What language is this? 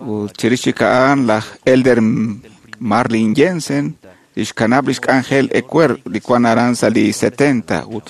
Kekchí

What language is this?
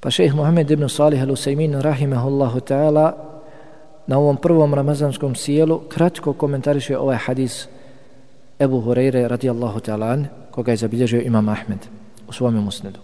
Bosnian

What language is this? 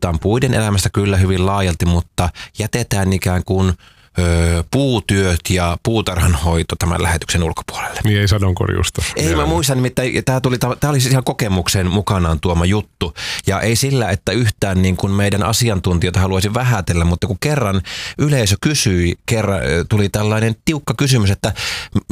Finnish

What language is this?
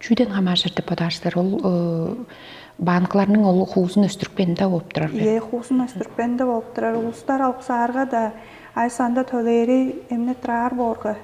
Tuvinian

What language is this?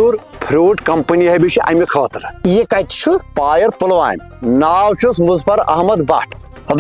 Kashmiri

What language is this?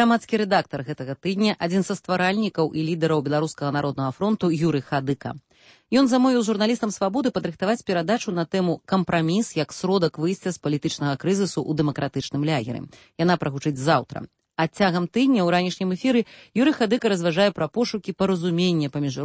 Belarusian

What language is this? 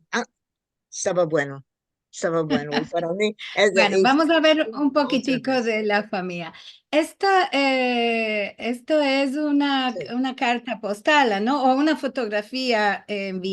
Ladino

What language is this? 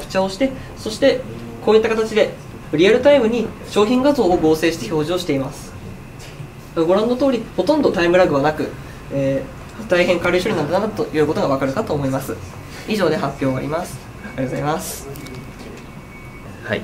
Japanese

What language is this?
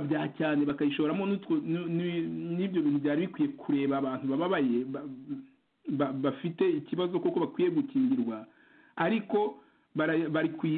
Kinyarwanda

